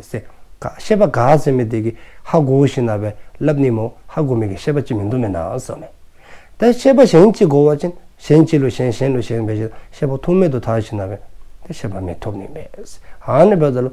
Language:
Dzongkha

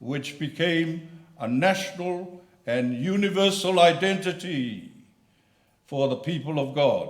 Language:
Samoan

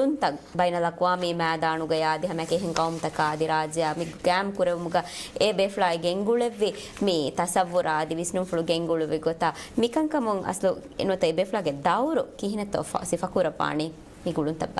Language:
Divehi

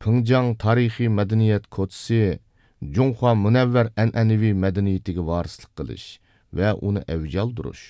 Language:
Uyghur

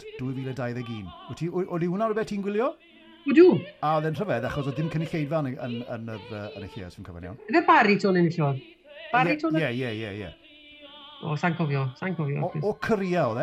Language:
Welsh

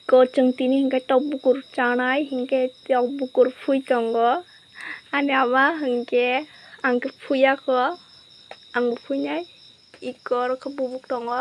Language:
Kok Borok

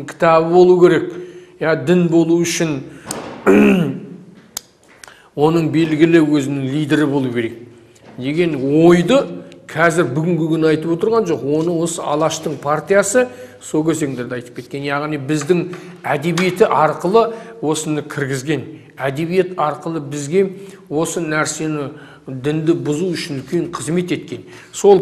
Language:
Kazakh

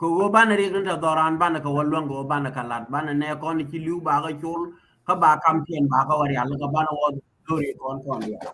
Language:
Nuer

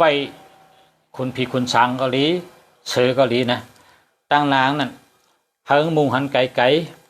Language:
Shan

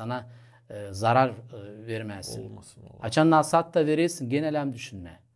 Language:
Gagauz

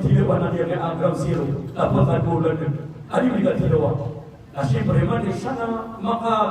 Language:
Maranao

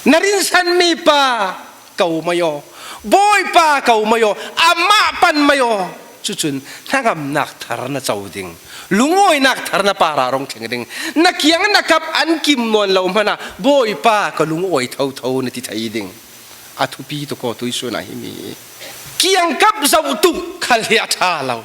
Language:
Falam Chin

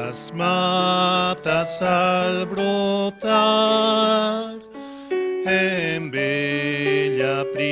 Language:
Aymara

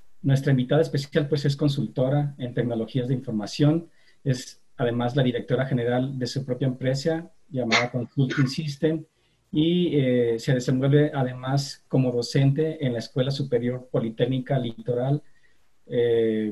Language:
Spanish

